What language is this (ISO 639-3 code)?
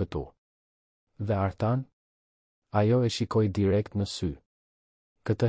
sqi